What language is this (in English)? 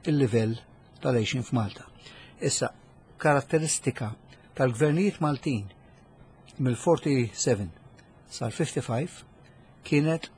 Maltese